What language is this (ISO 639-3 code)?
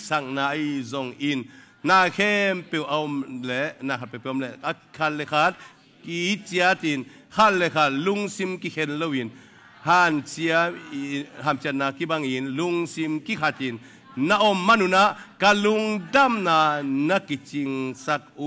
ctd